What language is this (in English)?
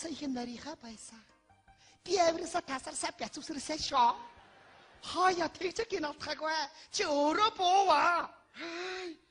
Mongolian